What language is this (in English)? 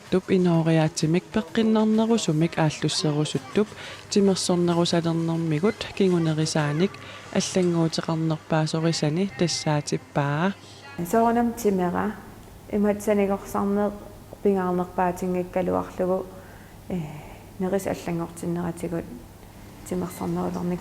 Kalaallisut